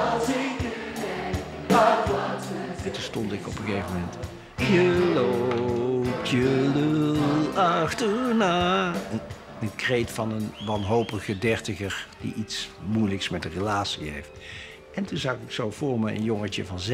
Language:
Dutch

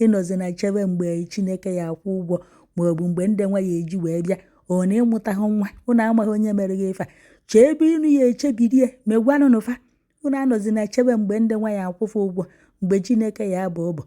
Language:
Igbo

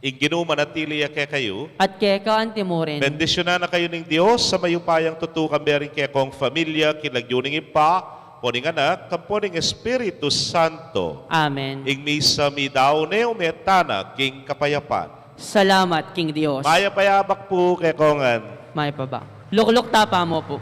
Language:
Pampanga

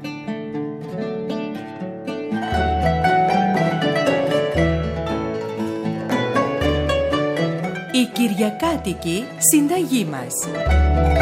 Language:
Greek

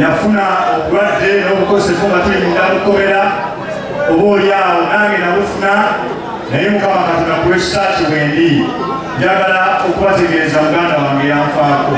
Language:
Ganda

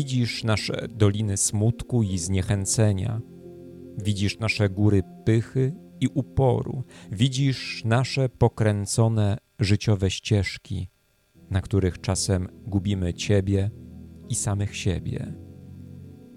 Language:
Polish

